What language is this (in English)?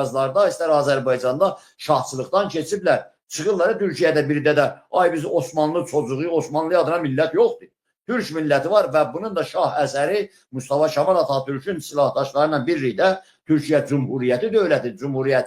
Azerbaijani